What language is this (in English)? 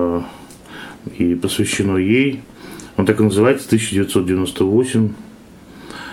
Russian